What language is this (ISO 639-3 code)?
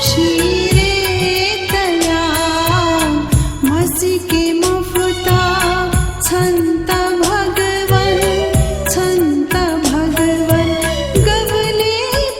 new